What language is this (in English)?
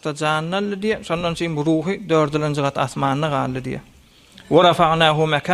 Turkmen